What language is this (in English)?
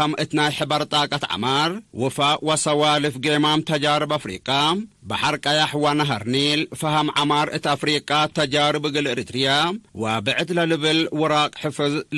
Tigre